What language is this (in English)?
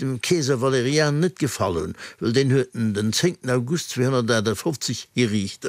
Luxembourgish